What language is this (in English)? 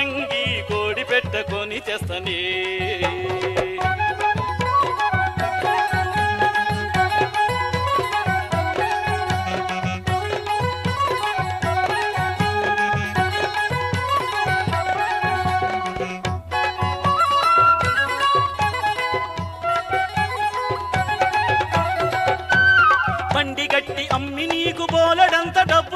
Telugu